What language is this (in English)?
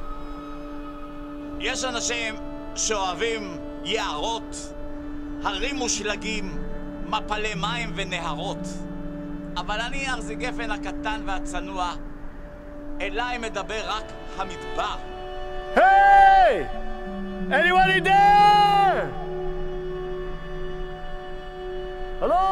Hebrew